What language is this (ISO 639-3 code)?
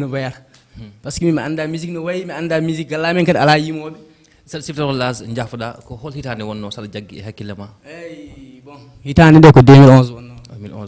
ful